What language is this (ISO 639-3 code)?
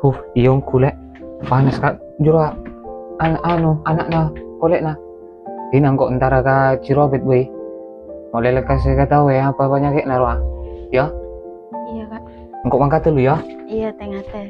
mad